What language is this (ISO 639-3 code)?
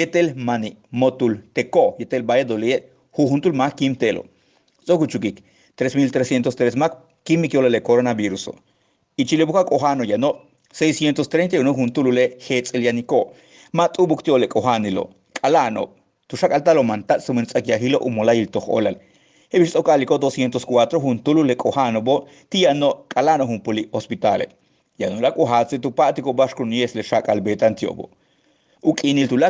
yua